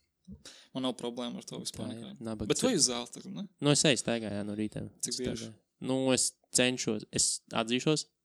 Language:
Latvian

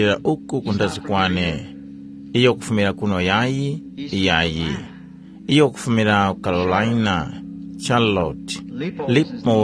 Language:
Tumbuka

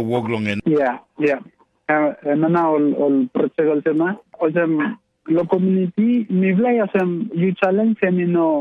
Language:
Tok Pisin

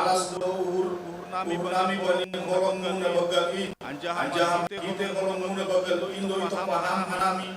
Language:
Batak Simalungun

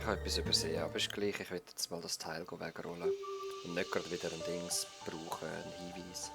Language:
Swiss German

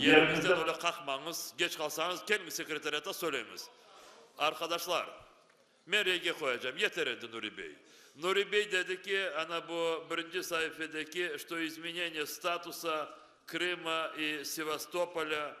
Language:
Crimean Tatar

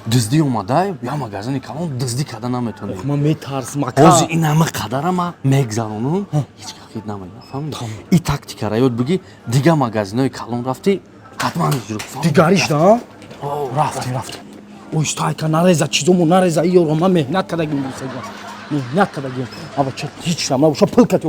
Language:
Tajik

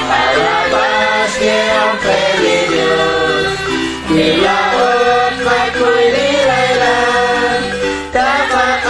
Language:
Kekchí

